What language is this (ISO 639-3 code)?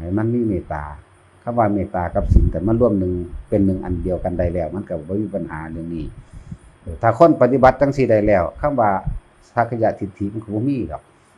tts